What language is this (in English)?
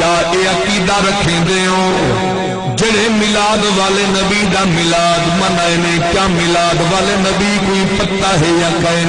Saraiki